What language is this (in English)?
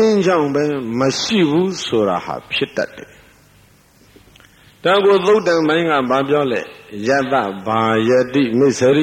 Burmese